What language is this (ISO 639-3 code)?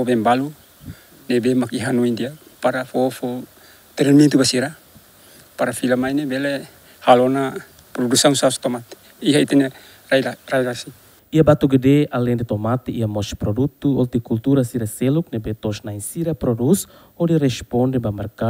tet